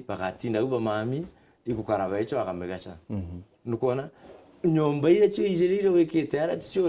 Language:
Meru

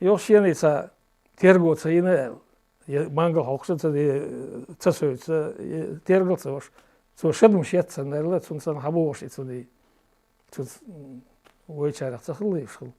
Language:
Chechen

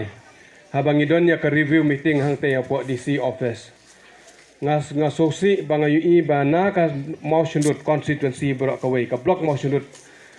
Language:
Khasi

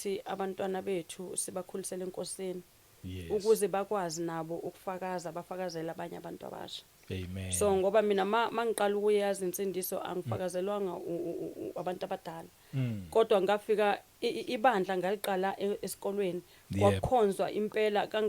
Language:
Zulu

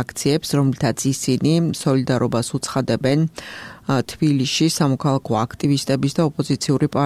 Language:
Georgian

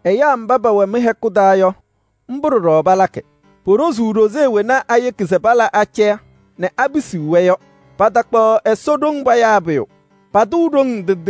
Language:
Kabiyè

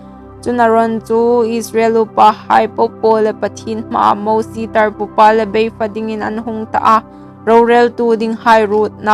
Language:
Hmar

